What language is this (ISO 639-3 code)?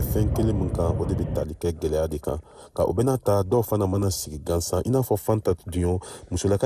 bam